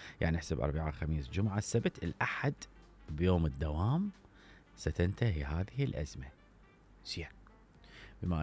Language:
Mesopotamian Arabic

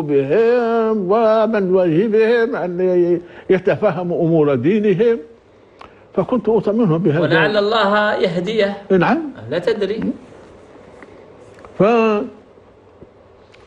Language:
Arabic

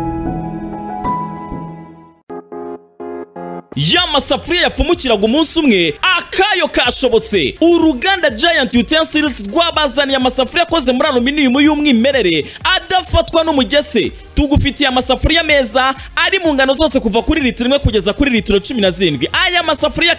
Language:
Kinyarwanda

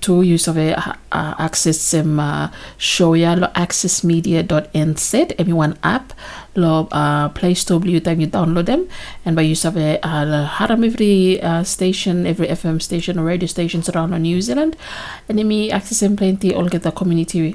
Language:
Bislama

